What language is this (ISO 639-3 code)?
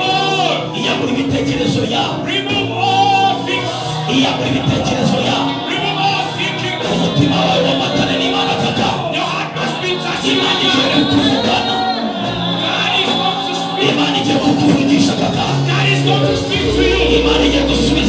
kin